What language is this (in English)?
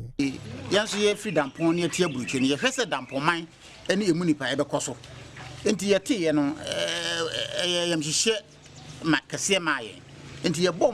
Akan